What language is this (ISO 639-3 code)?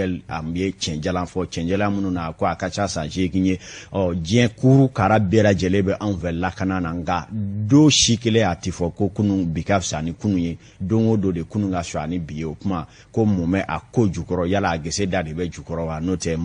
bam